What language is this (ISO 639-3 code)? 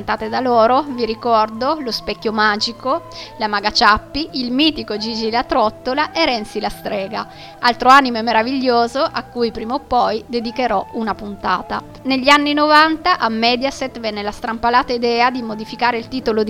ita